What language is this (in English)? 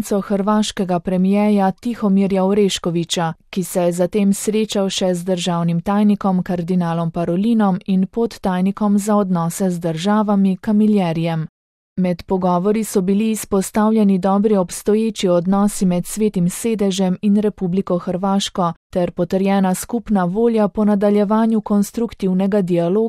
Slovenian